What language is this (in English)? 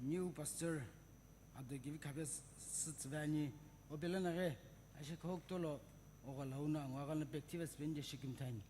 Sumi Naga